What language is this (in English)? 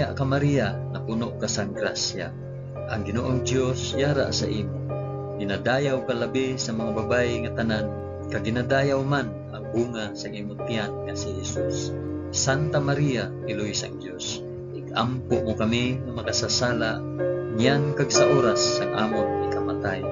Hiligaynon